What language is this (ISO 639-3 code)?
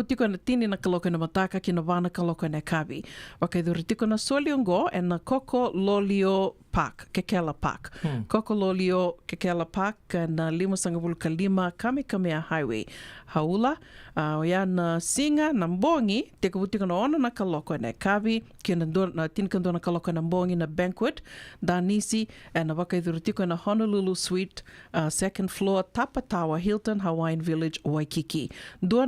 fij